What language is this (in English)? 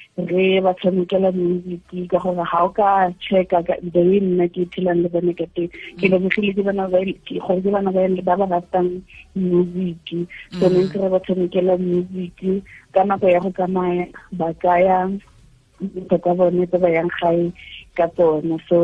Tswana